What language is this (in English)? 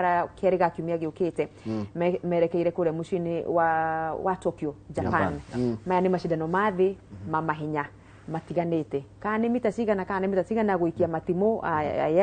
Kikuyu